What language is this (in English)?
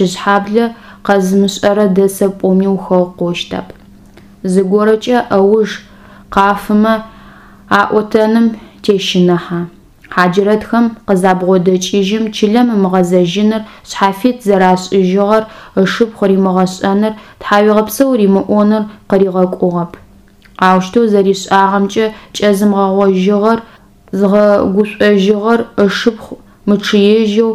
Adyghe